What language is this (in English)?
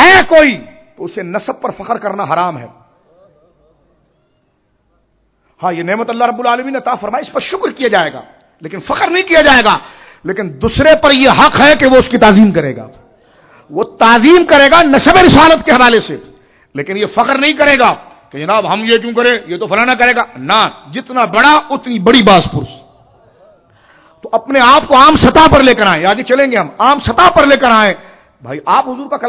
Urdu